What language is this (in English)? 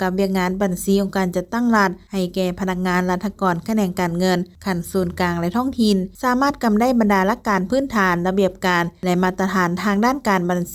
Lao